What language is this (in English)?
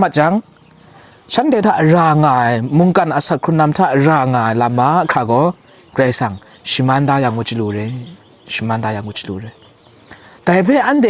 Kachin